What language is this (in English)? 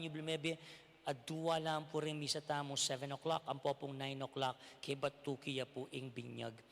Pampanga